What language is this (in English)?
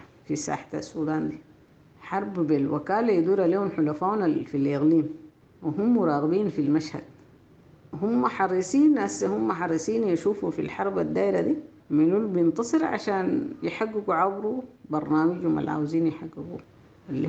Sudanese Arabic